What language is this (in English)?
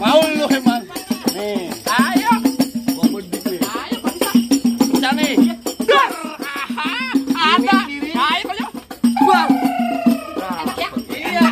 Betawi